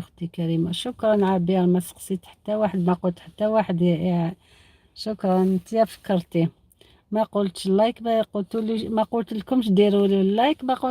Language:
Algerian Arabic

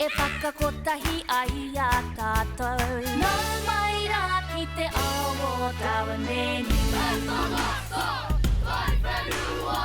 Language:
Māori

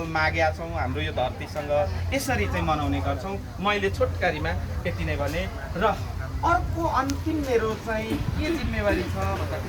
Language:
Nepali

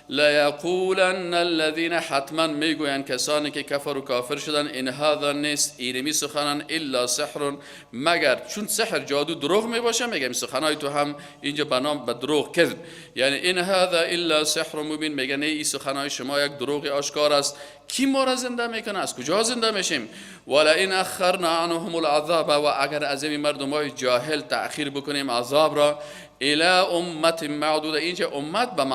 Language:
Persian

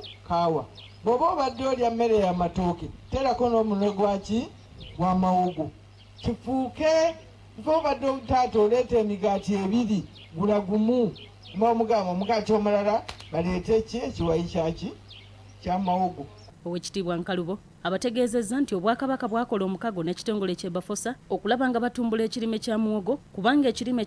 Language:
Ganda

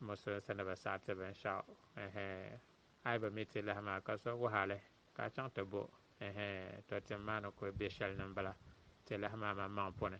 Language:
Dagbani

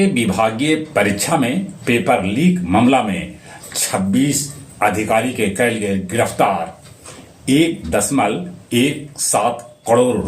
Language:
Magahi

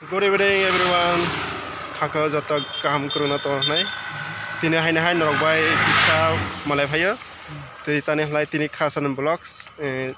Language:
Kok Borok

